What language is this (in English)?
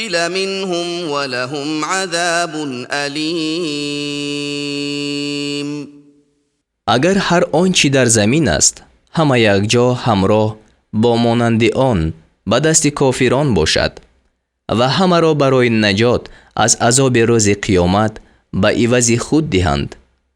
Tajik